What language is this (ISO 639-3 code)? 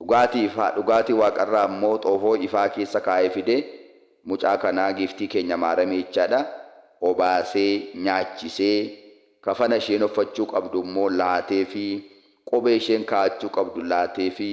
orm